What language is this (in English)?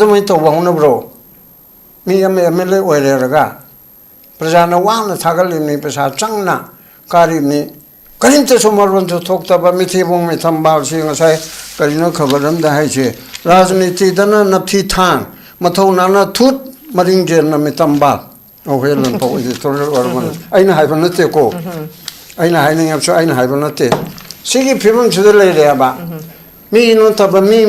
Manipuri